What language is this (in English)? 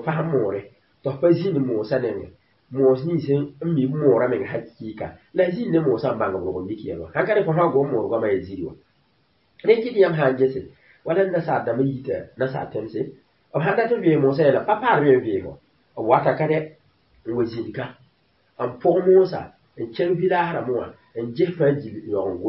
Mossi